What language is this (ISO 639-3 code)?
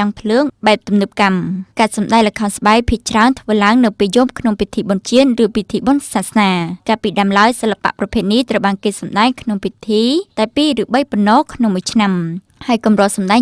khm